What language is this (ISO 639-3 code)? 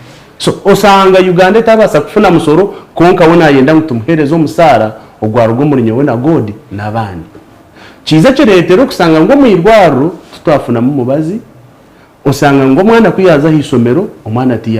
nyn